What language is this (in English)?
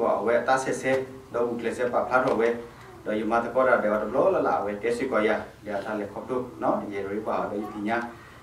S'gaw Karen